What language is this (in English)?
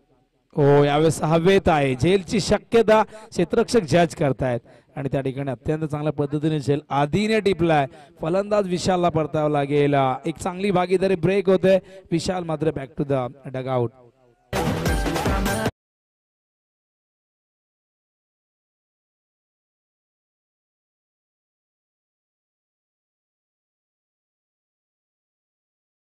Marathi